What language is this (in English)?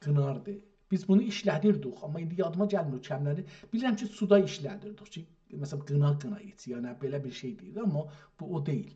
South Azerbaijani